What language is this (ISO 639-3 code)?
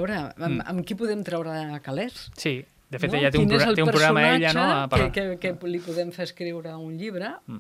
cat